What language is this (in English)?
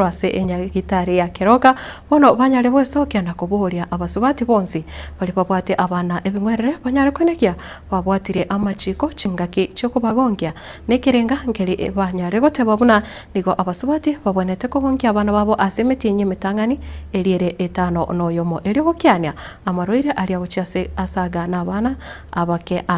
Gusii